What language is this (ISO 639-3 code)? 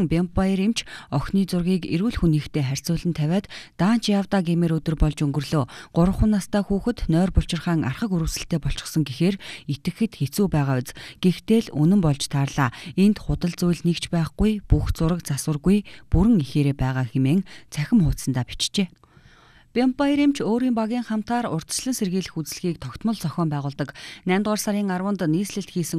mon